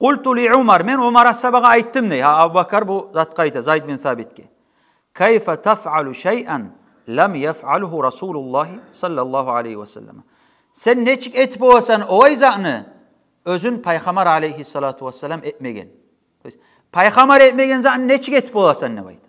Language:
Kumyk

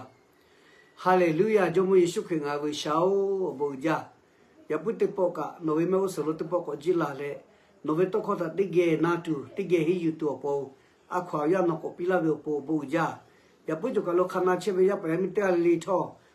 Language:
Lahu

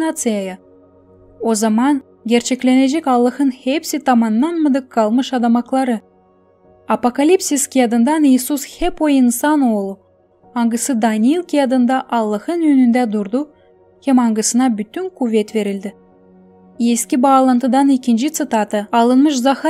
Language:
Gagauz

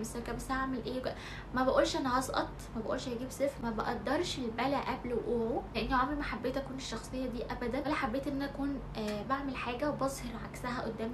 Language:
Egyptian Arabic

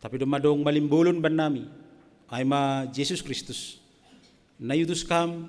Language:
Batak Simalungun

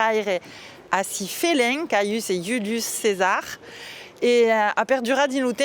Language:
Occitan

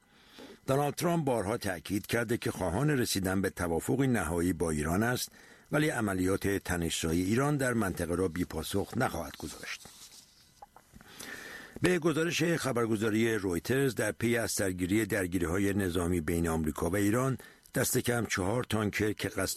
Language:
Persian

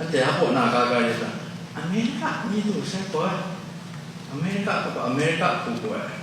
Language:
Kachin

